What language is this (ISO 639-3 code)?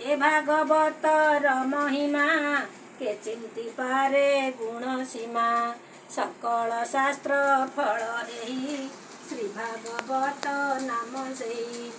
ori